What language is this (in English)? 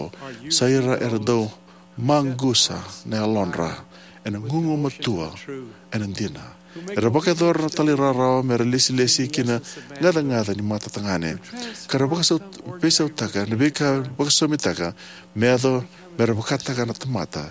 Fijian